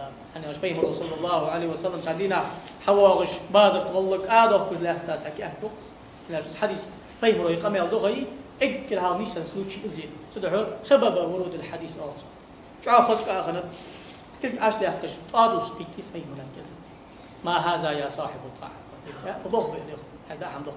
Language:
Ingush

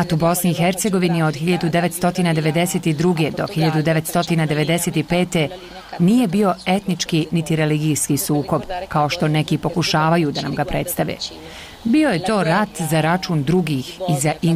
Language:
Bosnian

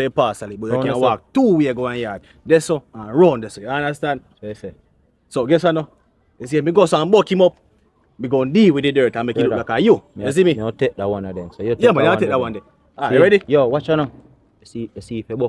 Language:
Jamaican Creole English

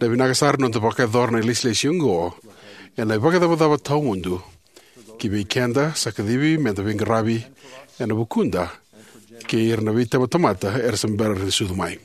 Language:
Fijian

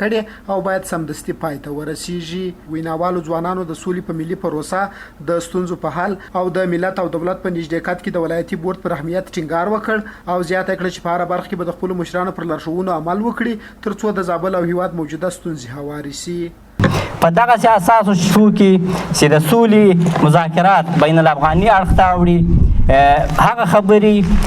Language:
Pashto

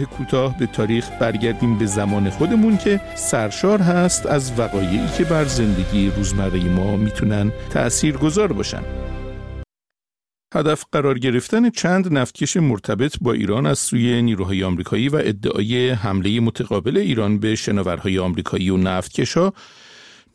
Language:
Persian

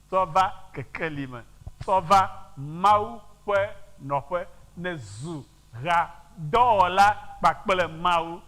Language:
Ewe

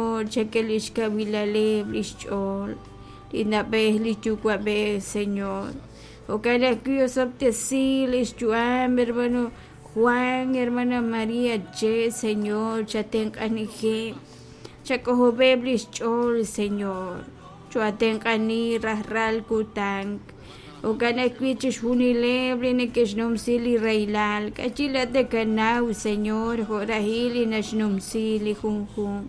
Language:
Kekchí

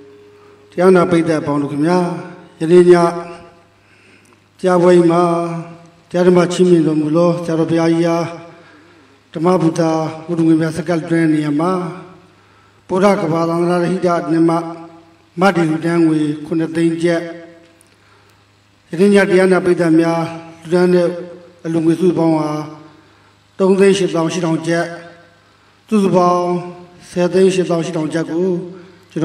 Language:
Burmese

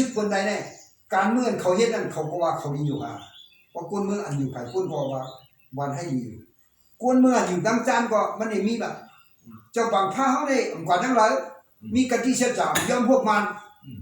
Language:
Shan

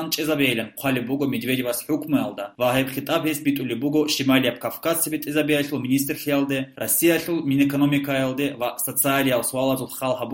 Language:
Avaric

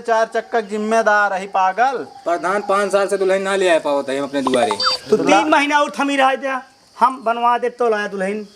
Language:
Awadhi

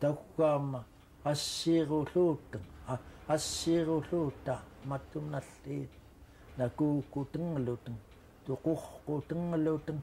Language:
Central Yupik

